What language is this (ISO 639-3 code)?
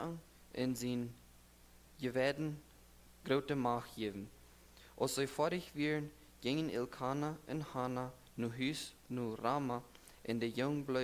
pdt